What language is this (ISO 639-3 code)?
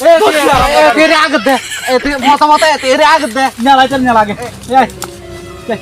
rhg